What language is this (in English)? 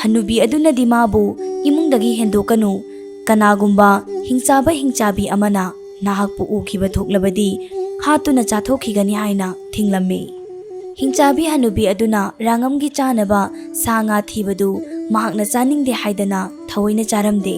Manipuri